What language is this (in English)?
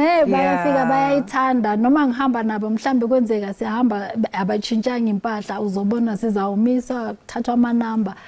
Zulu